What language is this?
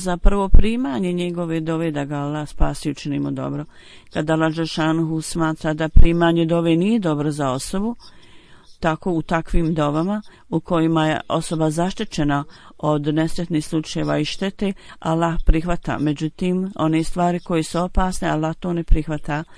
Bosnian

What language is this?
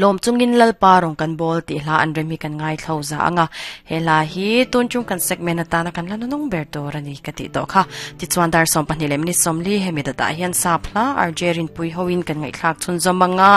Mizo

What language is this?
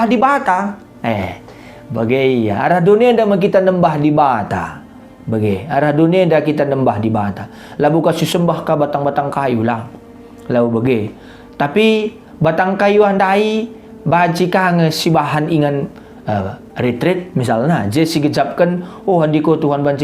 Batak Karo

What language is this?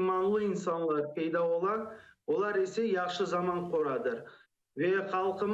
Crimean Tatar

